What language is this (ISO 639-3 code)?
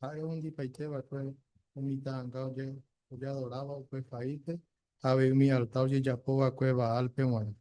grn